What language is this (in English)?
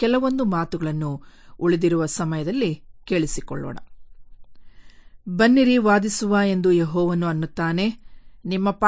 Kannada